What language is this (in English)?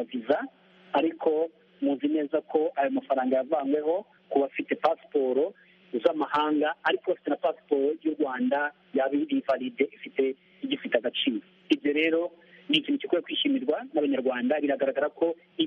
Kinyarwanda